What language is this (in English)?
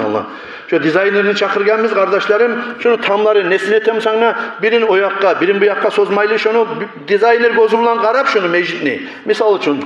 Kumyk